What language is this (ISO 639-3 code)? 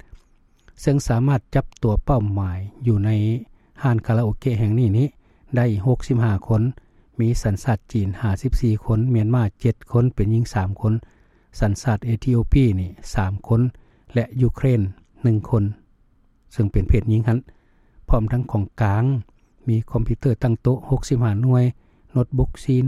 lao